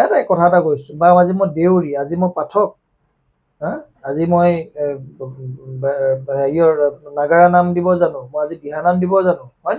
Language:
Assamese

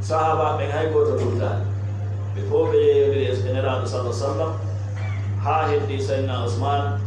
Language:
Fula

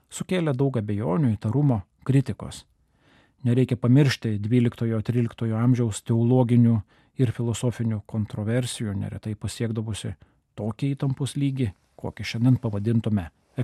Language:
Lithuanian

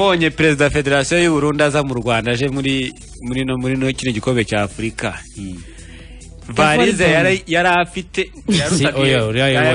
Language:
Kinyarwanda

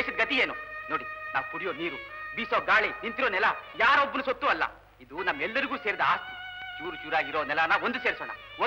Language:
Kannada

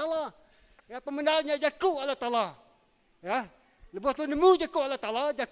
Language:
Iban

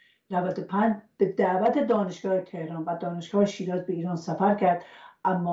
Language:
Persian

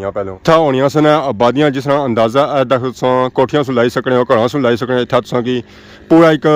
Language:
Pahari-Potwari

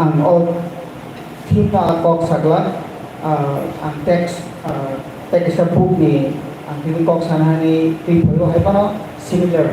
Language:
Kok Borok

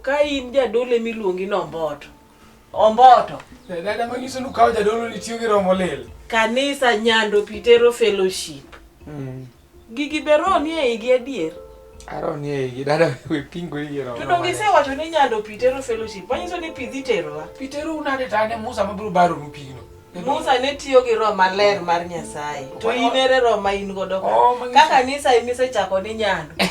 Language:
Luo (Kenya and Tanzania)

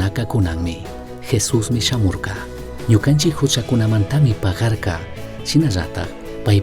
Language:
Chimborazo Highland Quichua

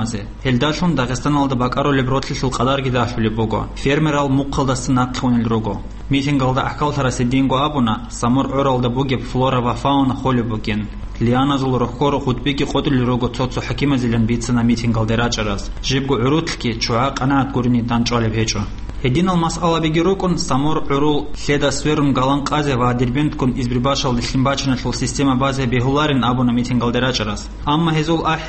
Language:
Avaric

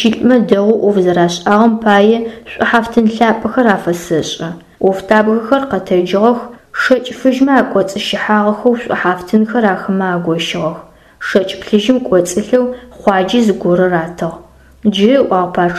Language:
Adyghe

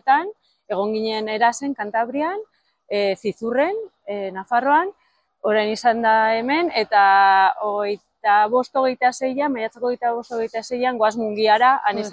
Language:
Basque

